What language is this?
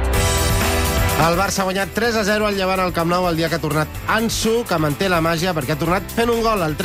Catalan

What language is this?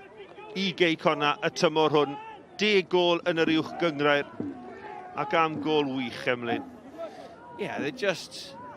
Welsh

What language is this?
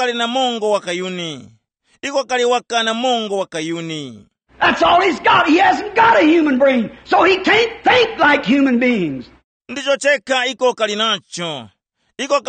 Tumbuka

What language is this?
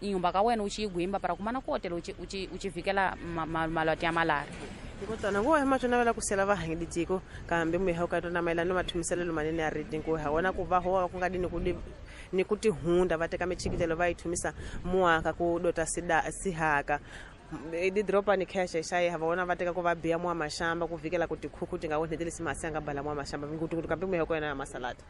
Tsonga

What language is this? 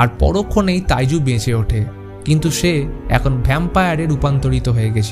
Bangla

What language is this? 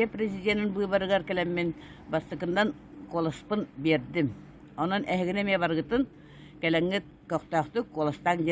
Yakut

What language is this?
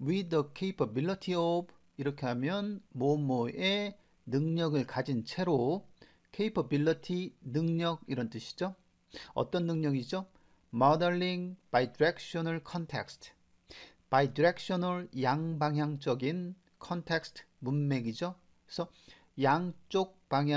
Korean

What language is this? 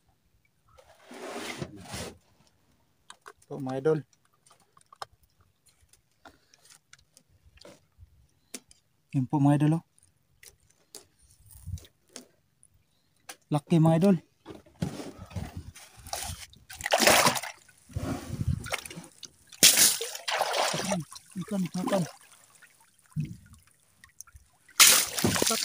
Filipino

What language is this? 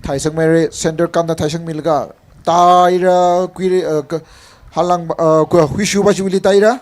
Tangkhul Naga (India)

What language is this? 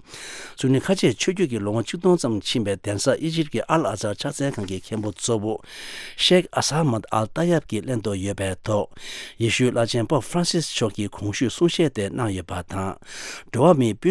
Tibetan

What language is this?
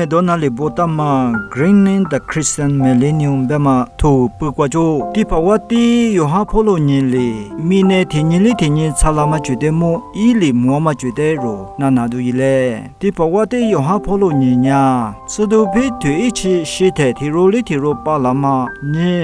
Lisu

